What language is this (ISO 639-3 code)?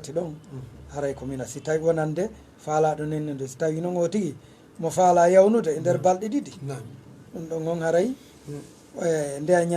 ful